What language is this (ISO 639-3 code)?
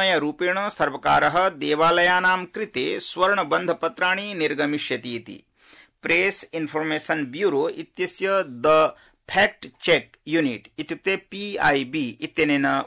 san